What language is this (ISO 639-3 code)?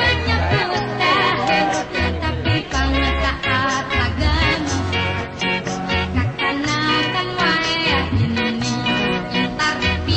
bjn